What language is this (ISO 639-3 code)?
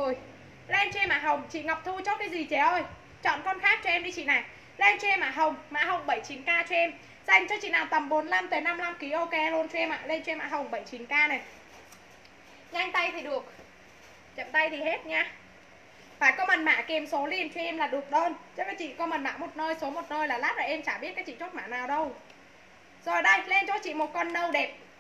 vie